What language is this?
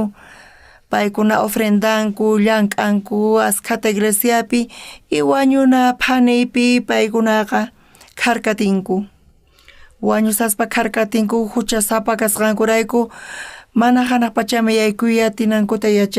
South Bolivian Quechua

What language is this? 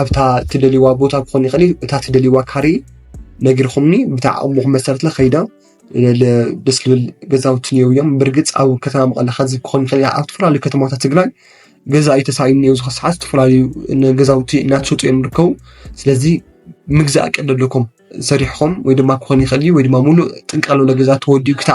Tigrinya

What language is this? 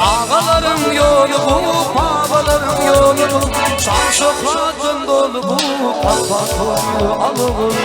Turkmen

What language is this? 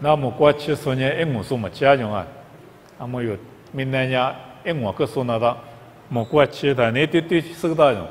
Lisu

